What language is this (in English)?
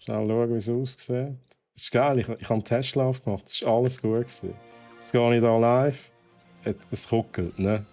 Swiss German